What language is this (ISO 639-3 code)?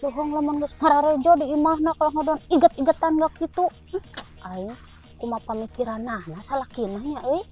sun